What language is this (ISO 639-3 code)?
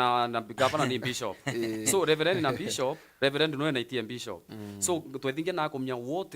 mer